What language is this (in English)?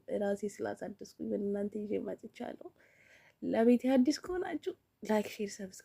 Amharic